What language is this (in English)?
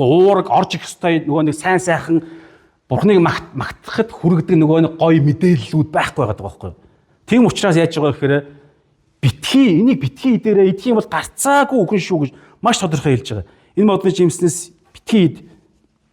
Mongolian